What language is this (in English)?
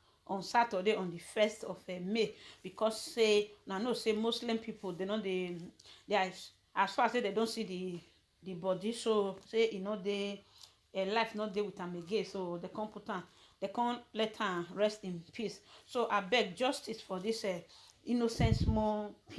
Nigerian Pidgin